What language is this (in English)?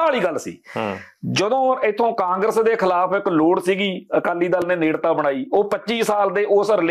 Punjabi